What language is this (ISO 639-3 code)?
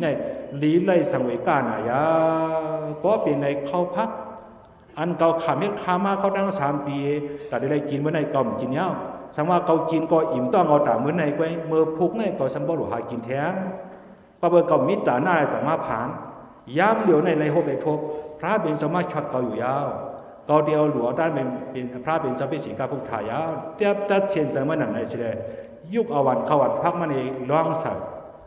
shn